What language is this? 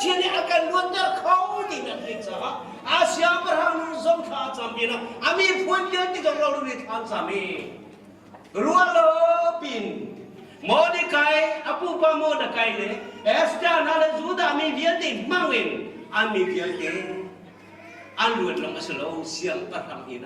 Hakha Chin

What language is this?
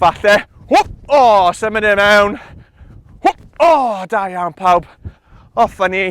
Welsh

